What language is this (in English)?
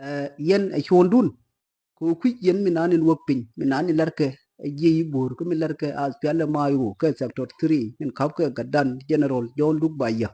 Nuer